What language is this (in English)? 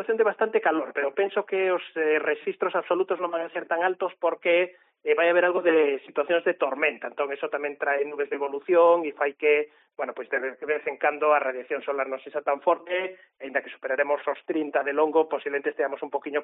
Galician